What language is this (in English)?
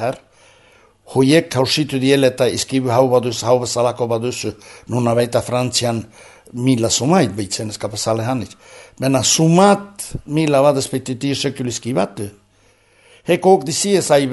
Basque